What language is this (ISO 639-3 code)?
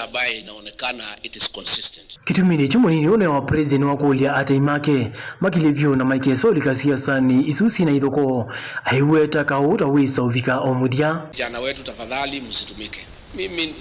kam